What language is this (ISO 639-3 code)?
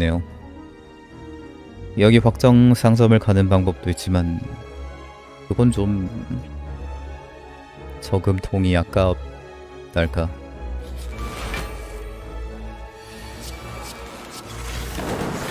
kor